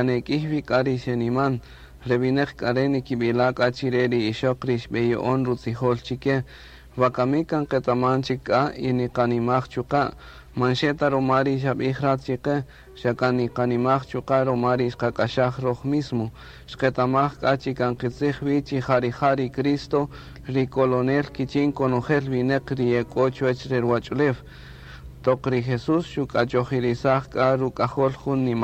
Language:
Kaqchikel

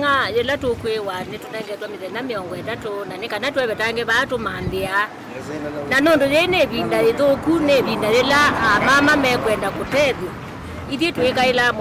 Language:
Kamba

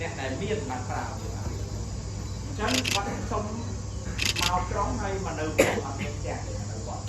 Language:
Khmer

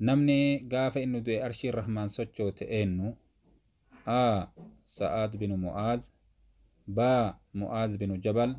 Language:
Oromo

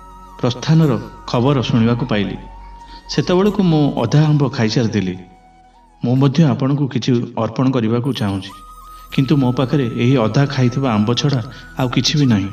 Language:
Odia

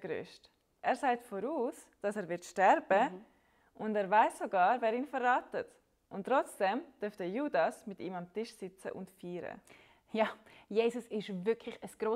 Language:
Swiss German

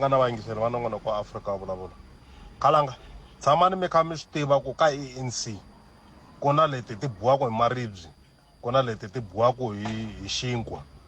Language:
Tsonga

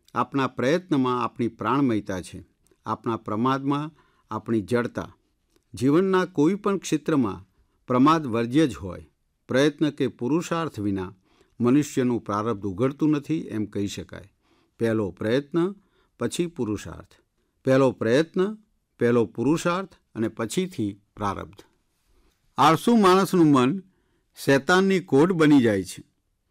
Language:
Gujarati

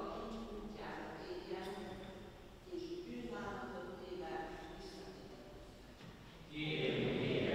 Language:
Hungarian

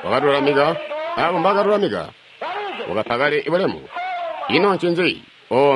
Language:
Tonga (Zambia)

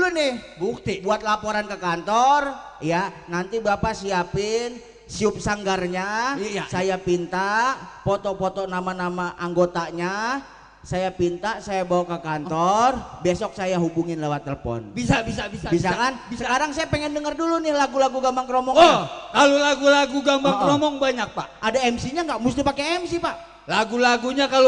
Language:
Betawi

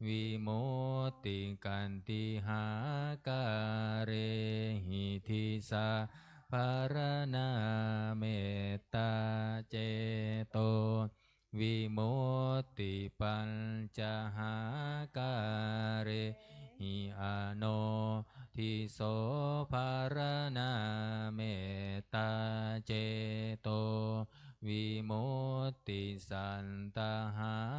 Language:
Pali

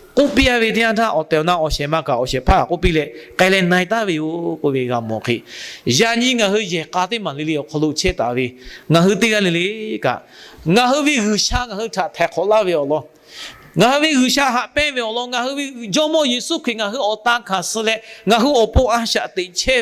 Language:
Lahu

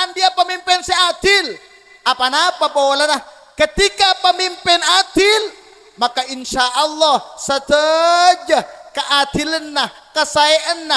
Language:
Madurese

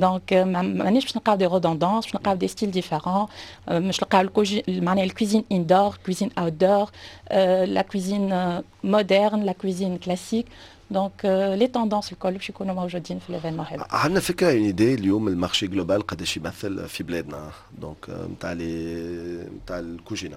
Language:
Tunisian Arabic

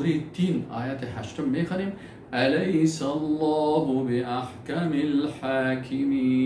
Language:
Persian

